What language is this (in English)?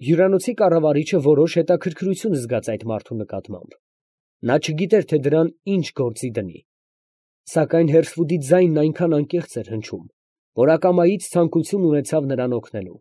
Armenian